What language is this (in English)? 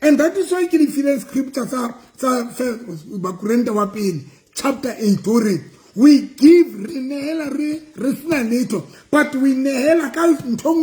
Southern Sotho